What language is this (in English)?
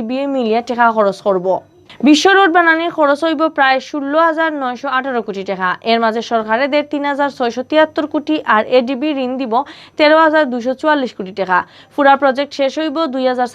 Sylheti